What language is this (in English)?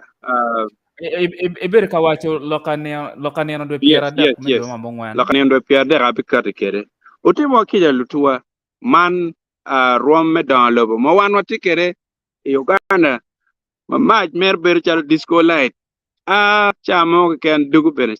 Acoli